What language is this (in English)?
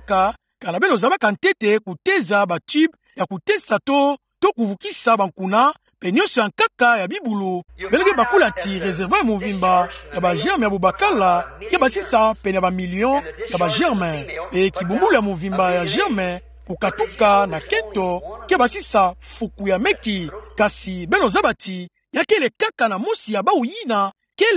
Kituba (Democratic Republic of Congo)